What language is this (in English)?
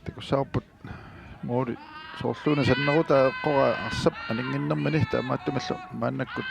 Kalaallisut